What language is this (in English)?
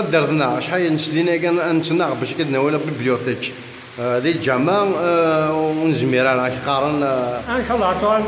Kabyle